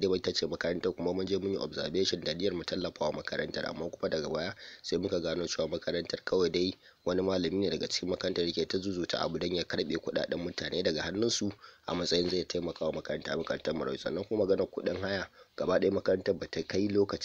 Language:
Hausa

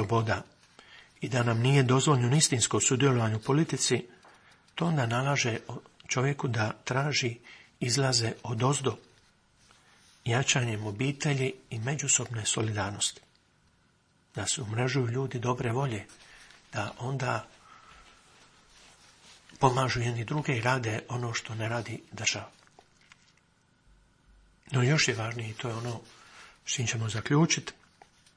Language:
Croatian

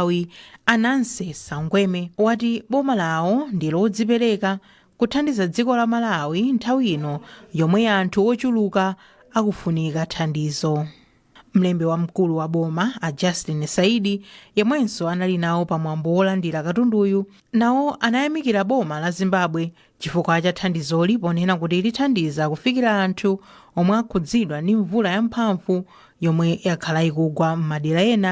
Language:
Nyanja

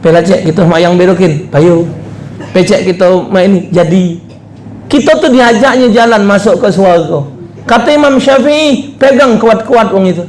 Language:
Musi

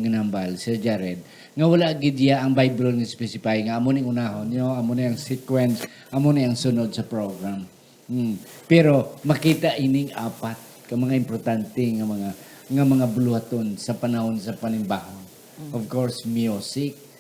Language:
Hiligaynon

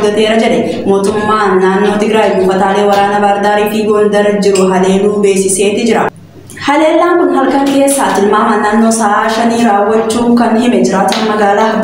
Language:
Oromo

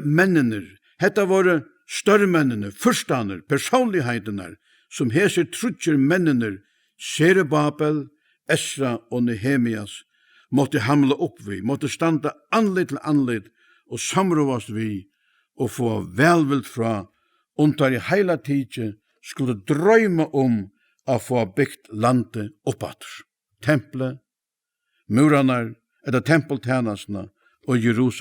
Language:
Faroese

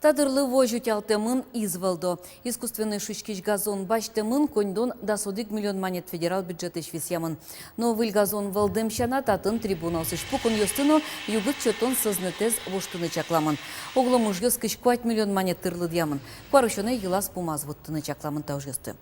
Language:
Udmurt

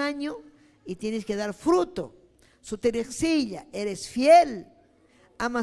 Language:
Ayacucho Quechua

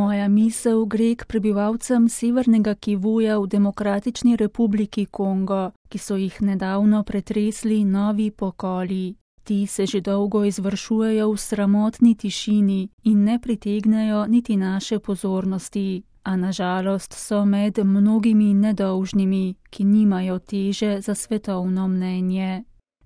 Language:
Slovenian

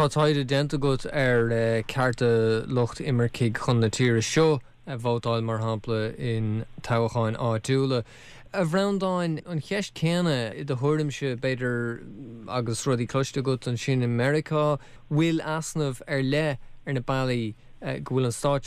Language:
Irish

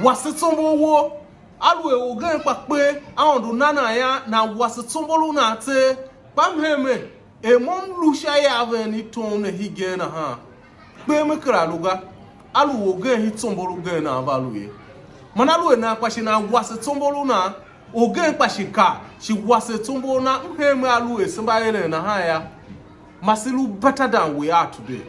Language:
Tiv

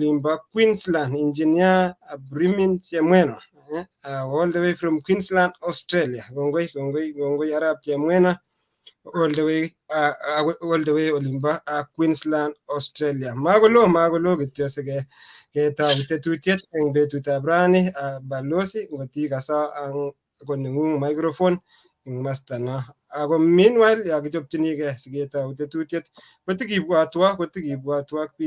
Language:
Kalenjin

